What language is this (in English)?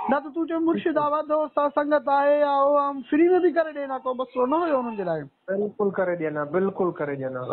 Sindhi